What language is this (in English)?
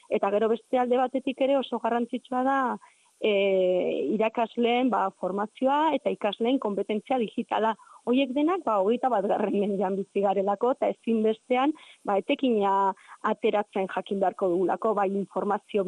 Basque